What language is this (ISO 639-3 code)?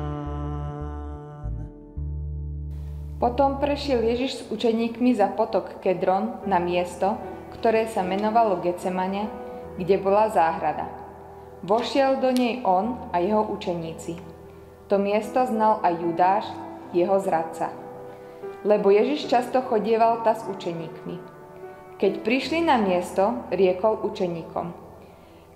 slk